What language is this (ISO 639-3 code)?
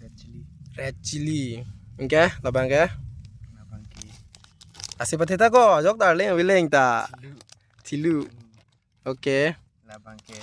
mjw